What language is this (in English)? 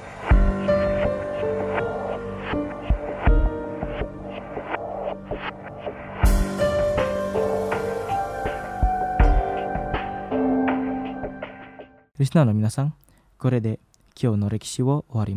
Japanese